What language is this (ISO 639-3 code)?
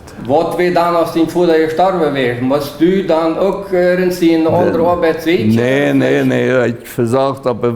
pdt